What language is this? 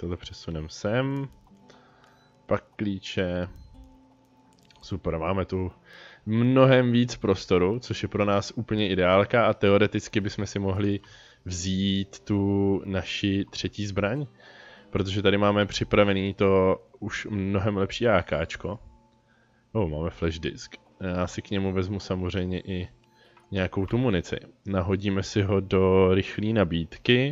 Czech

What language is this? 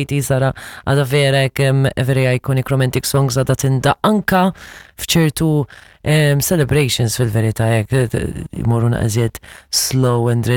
Maltese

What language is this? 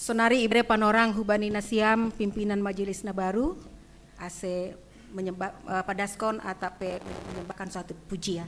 Batak Simalungun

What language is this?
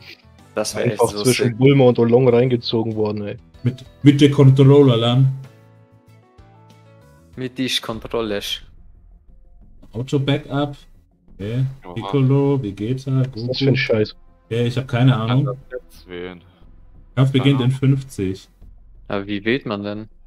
German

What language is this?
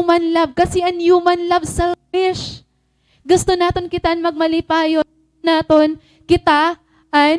Waray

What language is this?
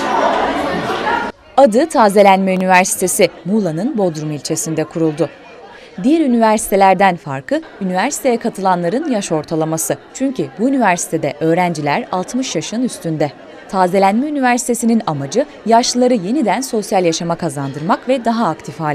Turkish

